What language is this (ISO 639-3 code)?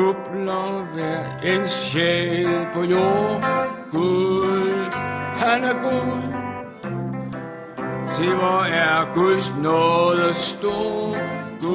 dan